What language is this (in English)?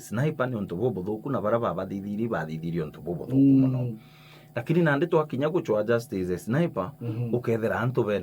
Meru